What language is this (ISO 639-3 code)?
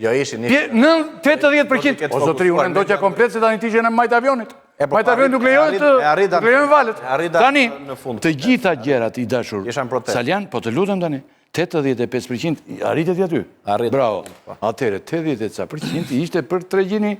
sqi